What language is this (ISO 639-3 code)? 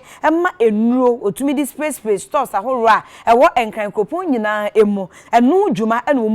aka